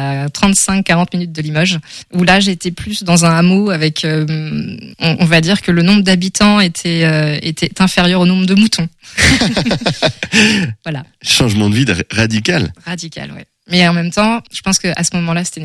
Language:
French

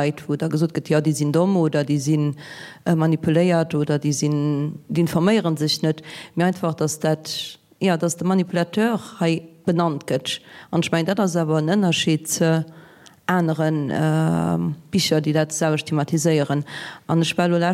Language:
Luxembourgish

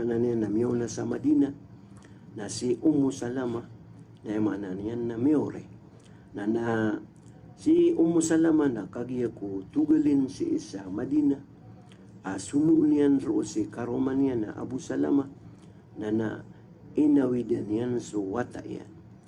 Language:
Maranao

